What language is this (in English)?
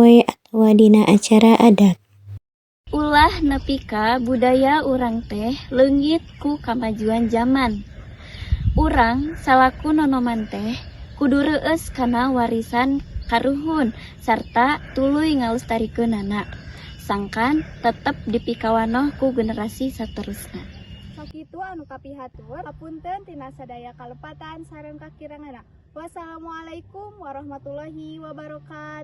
Sundanese